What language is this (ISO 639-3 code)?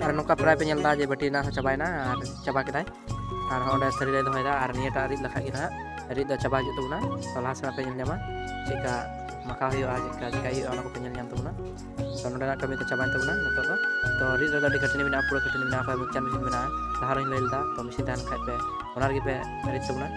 sat